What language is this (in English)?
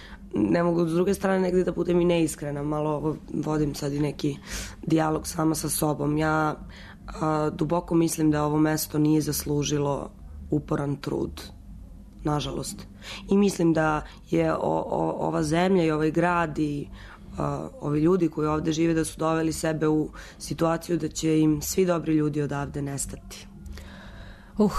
Serbian